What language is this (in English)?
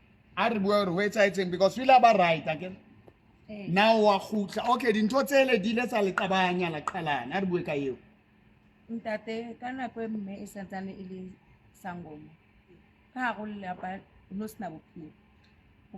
Southern Sotho